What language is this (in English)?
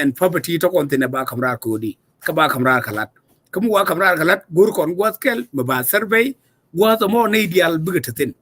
Nuer